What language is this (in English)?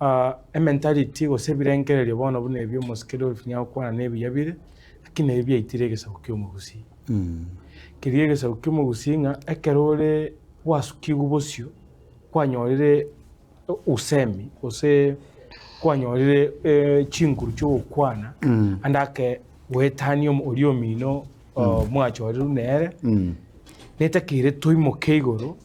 Gusii